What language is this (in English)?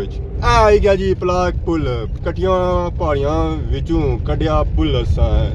Pahari-Potwari